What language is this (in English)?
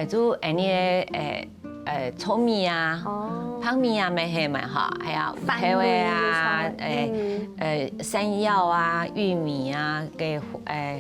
Hakka Chinese